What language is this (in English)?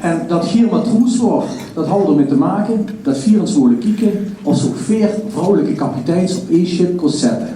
Limburgish